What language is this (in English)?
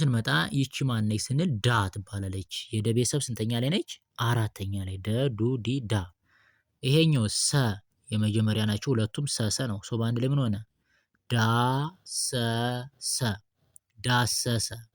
Amharic